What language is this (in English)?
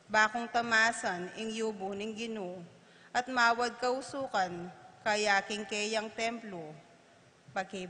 Pampanga